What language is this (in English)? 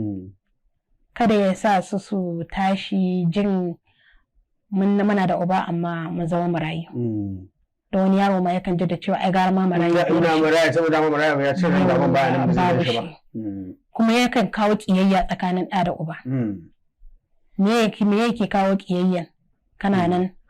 Hausa